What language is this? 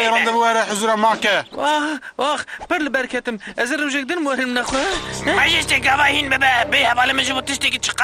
Kurdish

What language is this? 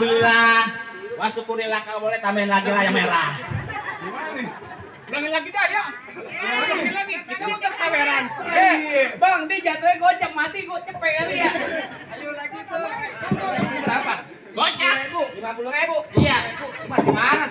Betawi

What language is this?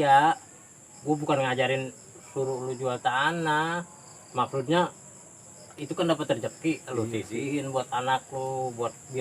Betawi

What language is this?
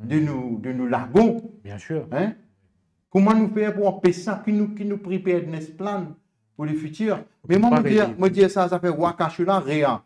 Morisyen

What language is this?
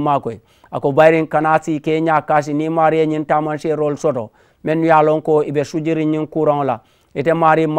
Mandingo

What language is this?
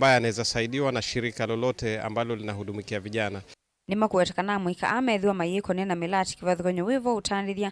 Kamba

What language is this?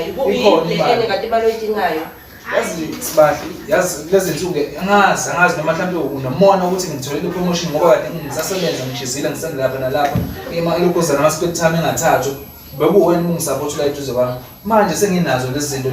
Zulu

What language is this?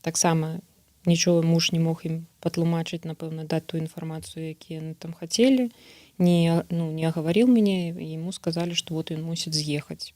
Belarusian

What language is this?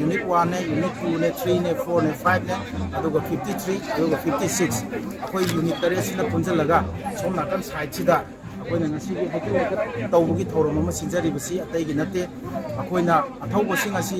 Manipuri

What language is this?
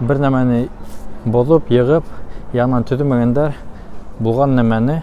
Bashkir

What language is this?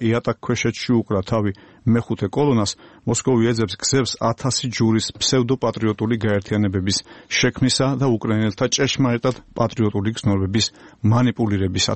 Georgian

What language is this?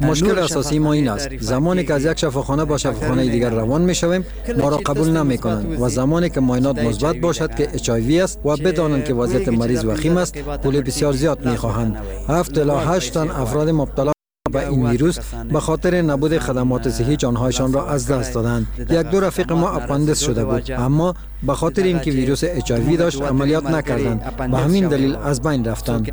Persian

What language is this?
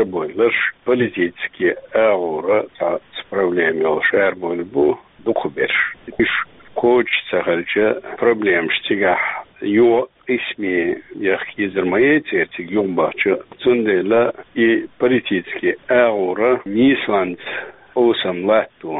Chechen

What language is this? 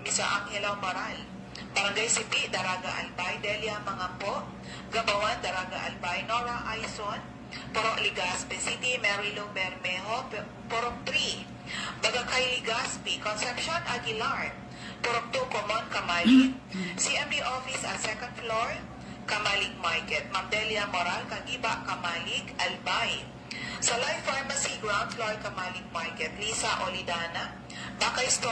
Bikol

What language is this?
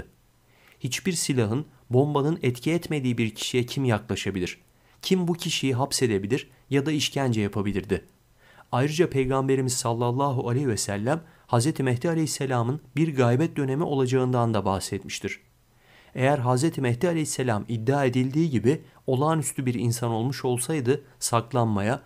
Turkish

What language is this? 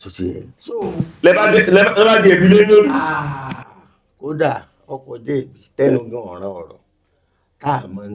Yoruba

